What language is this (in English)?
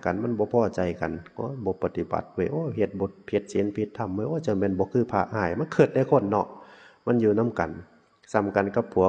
Northeastern Thai